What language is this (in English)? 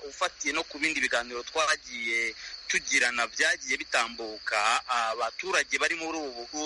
Kinyarwanda